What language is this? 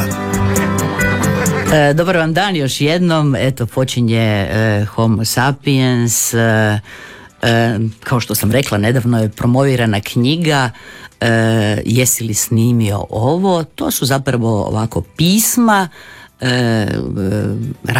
Croatian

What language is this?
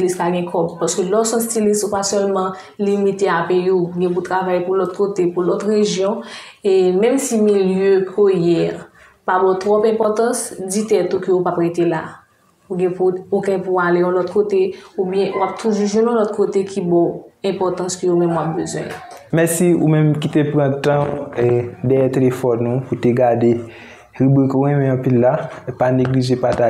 Haitian Creole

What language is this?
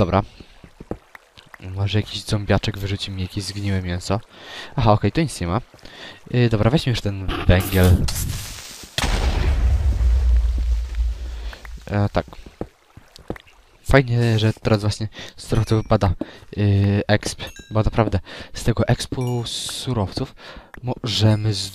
Polish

